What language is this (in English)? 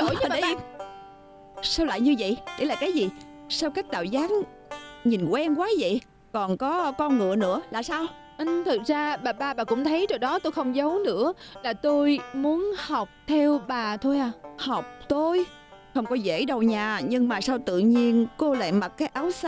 Vietnamese